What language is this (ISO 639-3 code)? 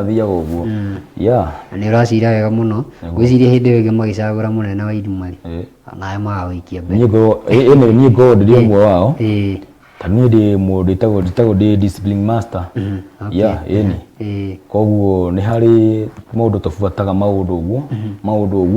kik